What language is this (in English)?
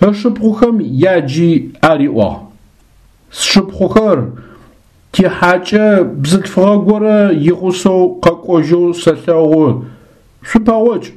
Adyghe